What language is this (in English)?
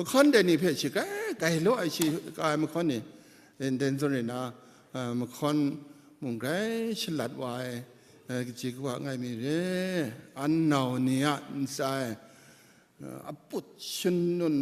Kachin